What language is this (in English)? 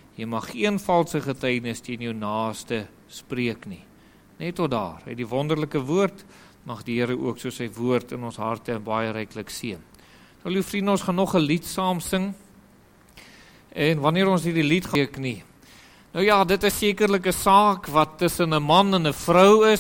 Afrikaans